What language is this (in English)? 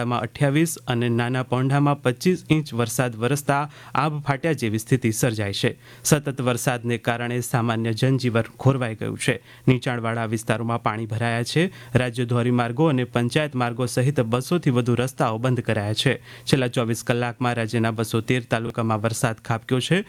Gujarati